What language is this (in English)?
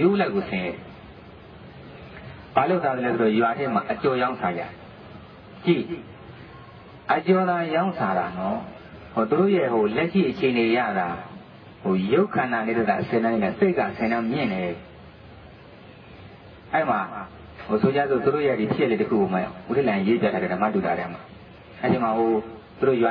Burmese